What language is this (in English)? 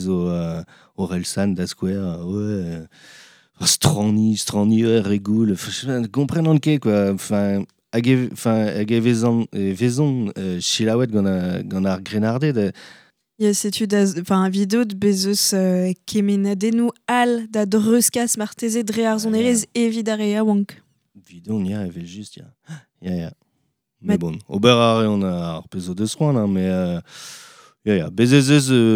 Breton